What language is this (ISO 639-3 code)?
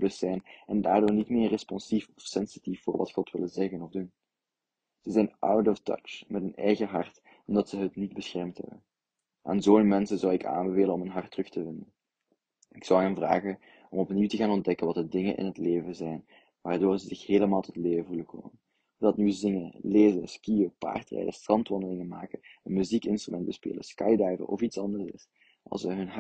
nld